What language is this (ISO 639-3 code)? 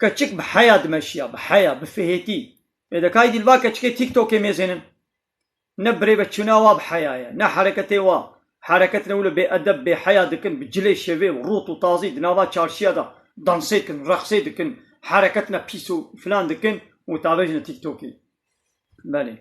kur